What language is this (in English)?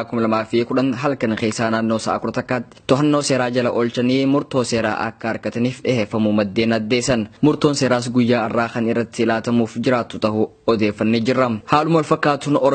Oromo